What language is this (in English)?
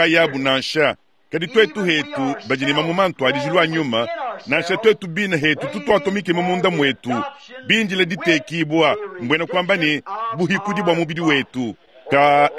Luba-Lulua